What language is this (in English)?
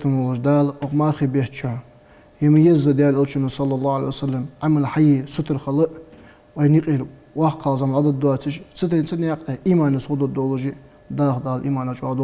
Ingush